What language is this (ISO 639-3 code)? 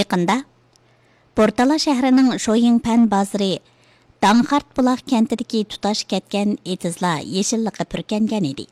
uig